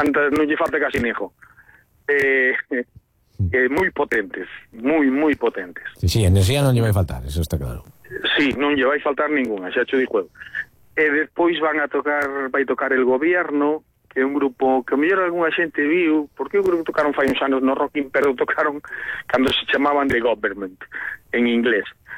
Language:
Galician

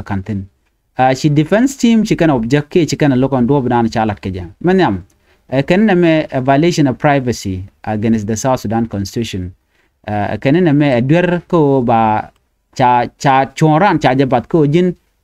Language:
Nuer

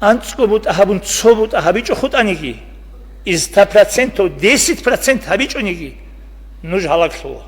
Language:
Avaric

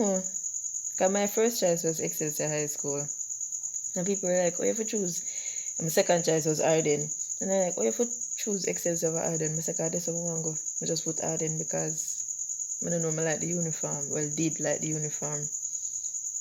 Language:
Jamaican Creole English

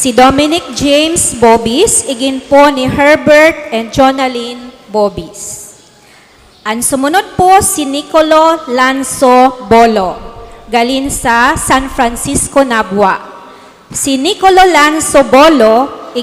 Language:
Bikol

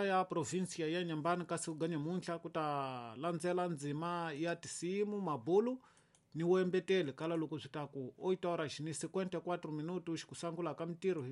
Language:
Tsonga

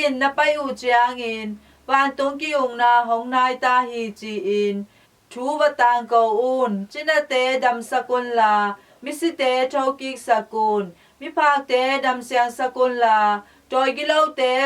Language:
Tedim Chin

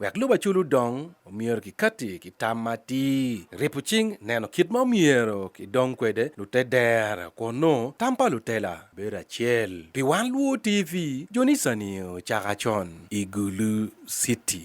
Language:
Acoli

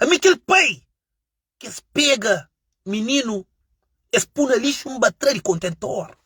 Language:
Kabuverdianu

